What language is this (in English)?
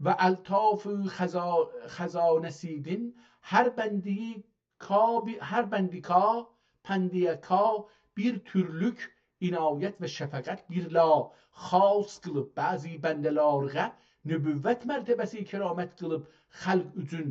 South Azerbaijani